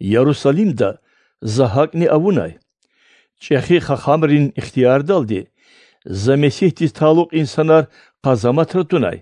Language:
Lezghian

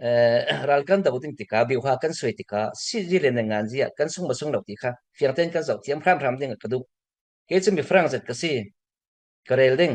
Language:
Falam Chin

